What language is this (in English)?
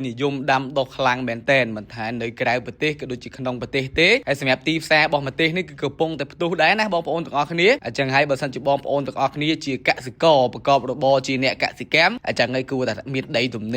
Khmer